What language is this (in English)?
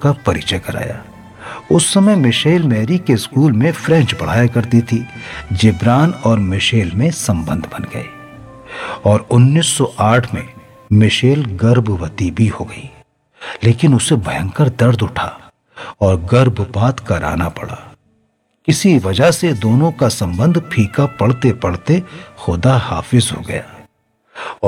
Hindi